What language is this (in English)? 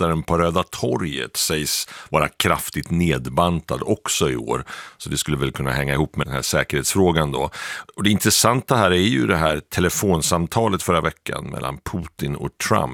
Swedish